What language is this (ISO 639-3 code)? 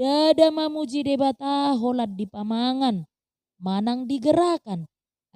bbc